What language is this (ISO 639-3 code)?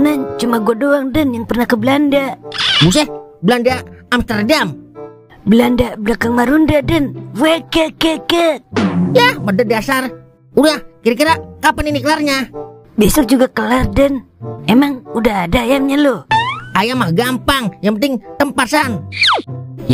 bew